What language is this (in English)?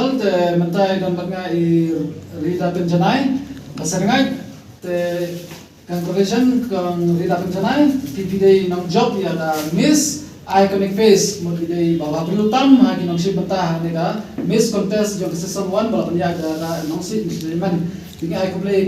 Khasi